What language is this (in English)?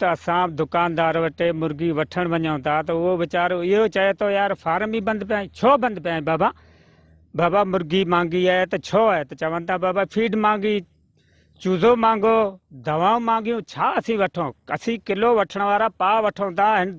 Sindhi